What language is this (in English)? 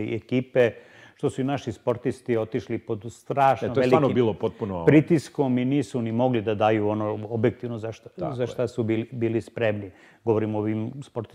Serbian